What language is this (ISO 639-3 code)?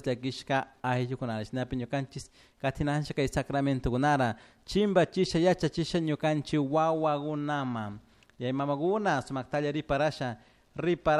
qug